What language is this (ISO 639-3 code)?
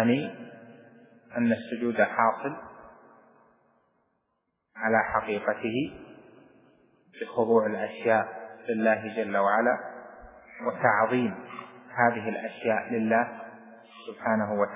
ara